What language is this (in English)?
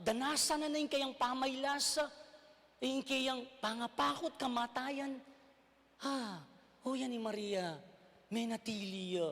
Pampanga